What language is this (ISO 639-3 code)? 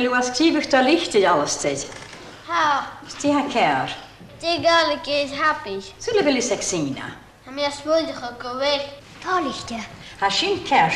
gla